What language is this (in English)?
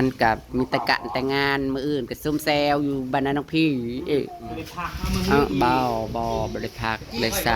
Northeastern Thai